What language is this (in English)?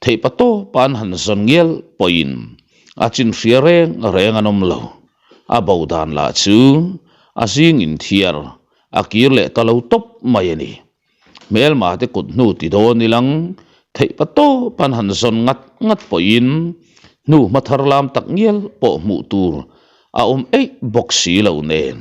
Mizo